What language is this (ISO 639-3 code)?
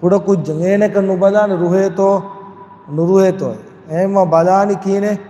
div